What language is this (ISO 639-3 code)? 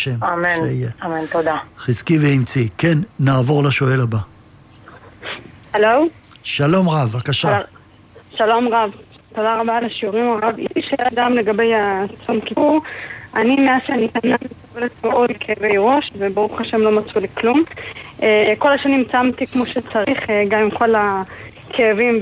heb